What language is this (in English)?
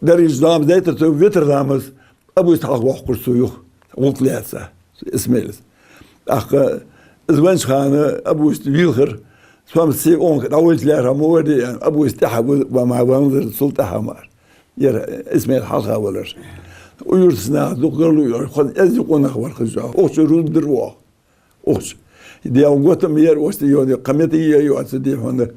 Ingush